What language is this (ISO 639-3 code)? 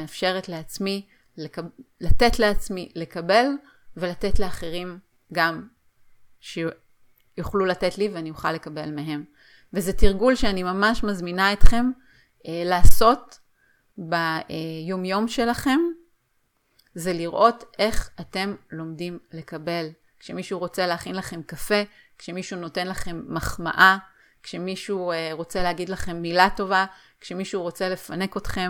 heb